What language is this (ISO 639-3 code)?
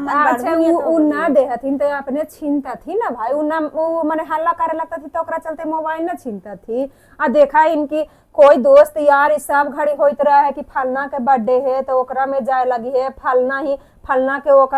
mag